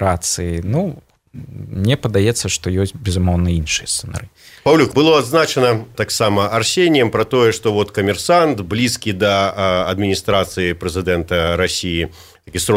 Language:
Belarusian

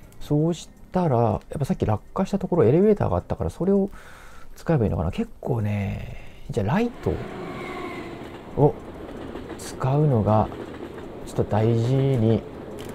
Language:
Japanese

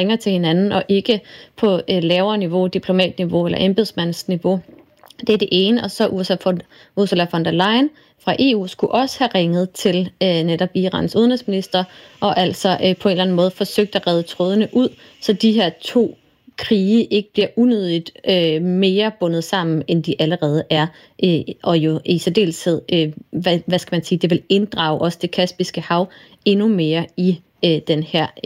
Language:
Danish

